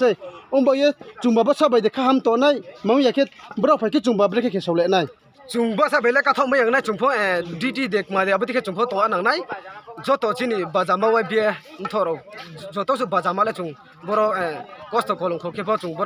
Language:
Riang (India)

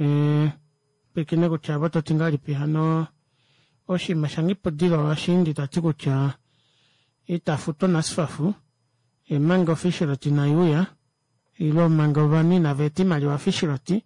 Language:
Kuanyama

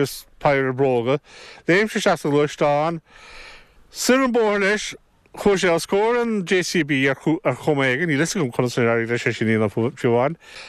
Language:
Irish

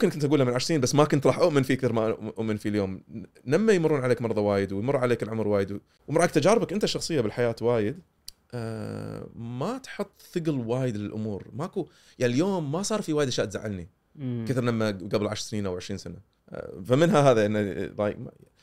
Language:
Gulf Arabic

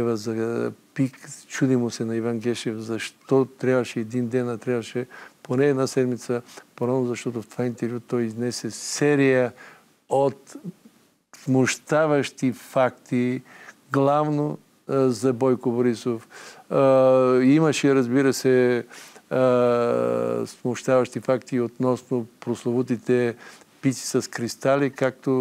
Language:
Bulgarian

